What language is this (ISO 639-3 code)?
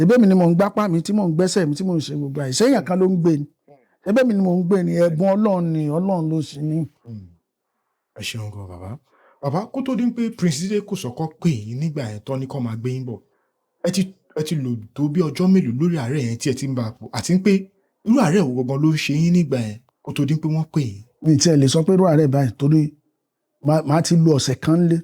yor